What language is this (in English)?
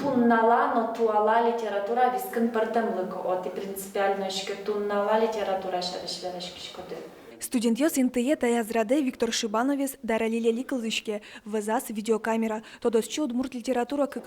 Udmurt